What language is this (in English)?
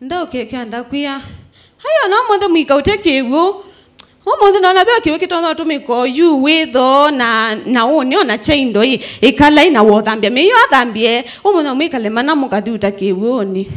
Kamba